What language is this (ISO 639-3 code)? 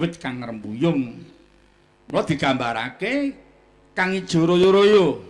jav